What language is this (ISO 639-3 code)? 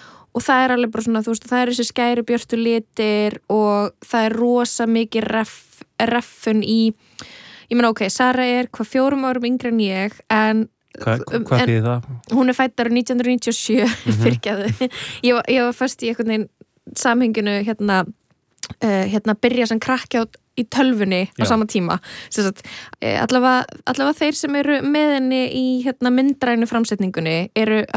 isl